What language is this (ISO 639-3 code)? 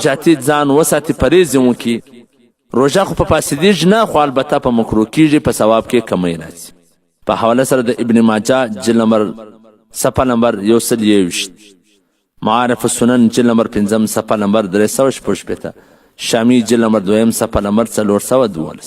pus